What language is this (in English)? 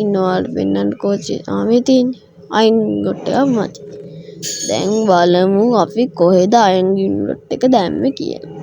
Sinhala